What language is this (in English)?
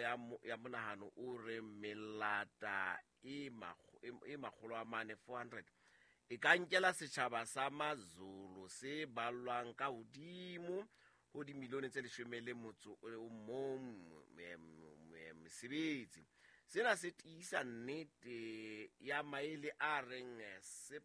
Southern Sotho